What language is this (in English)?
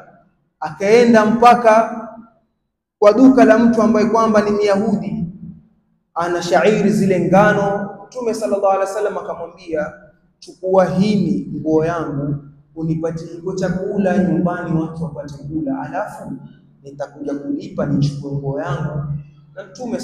Swahili